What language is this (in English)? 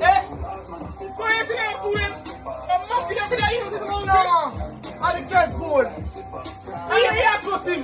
Jamaican Creole English